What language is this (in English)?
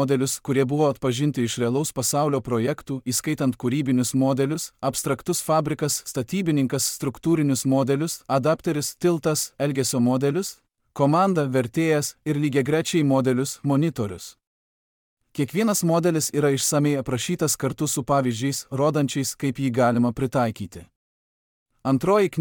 Lithuanian